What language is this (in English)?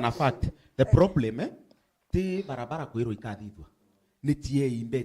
Meru